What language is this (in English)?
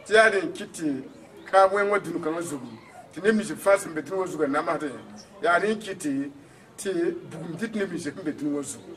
Mossi